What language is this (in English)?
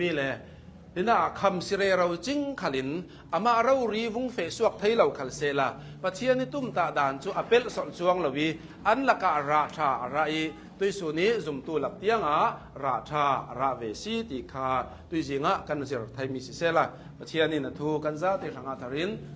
Hakha Chin